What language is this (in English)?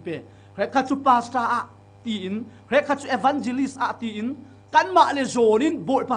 Falam Chin